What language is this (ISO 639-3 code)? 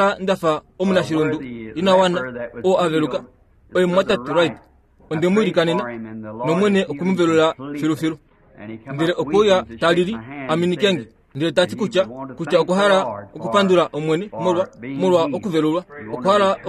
kua